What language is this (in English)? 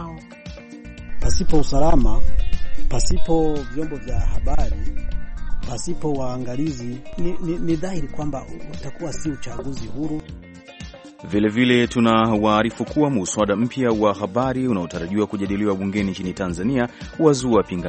Swahili